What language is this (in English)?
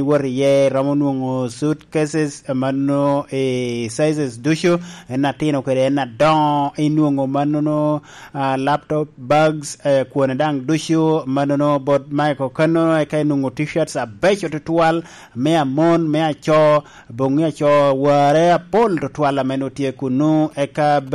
Lango (Uganda)